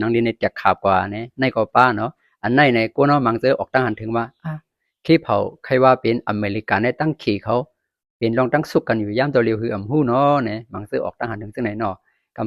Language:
Shan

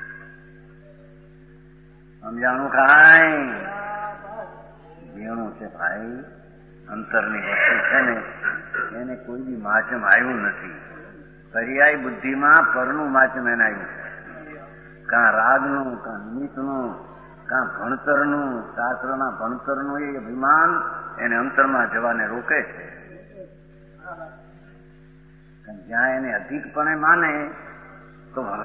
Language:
Gujarati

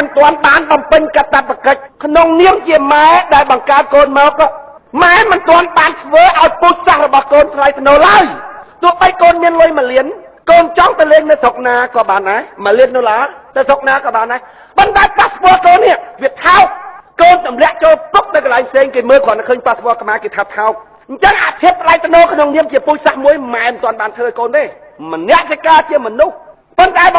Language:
Khmer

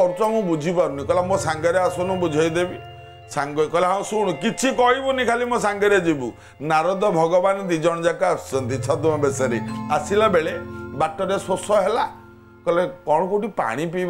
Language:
Odia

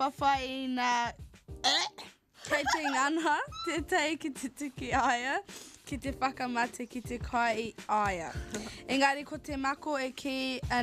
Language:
Māori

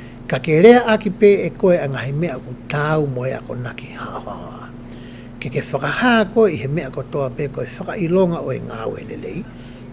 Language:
Tongan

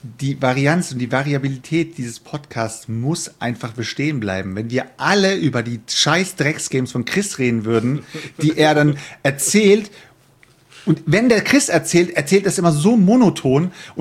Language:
German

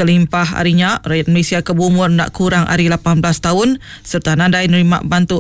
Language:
Iban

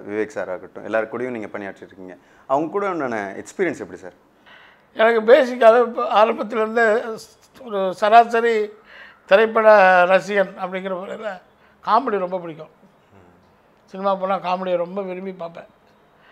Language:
Tamil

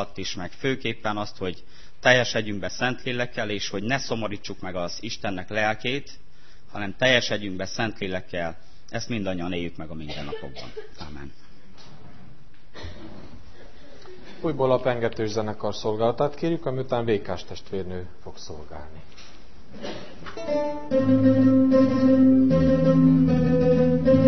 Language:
Hungarian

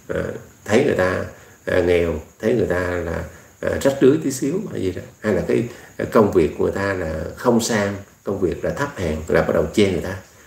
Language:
Vietnamese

